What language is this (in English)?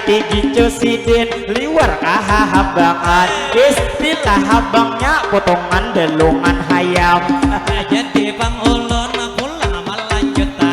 Banjar